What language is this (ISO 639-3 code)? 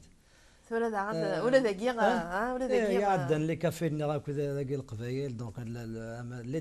kab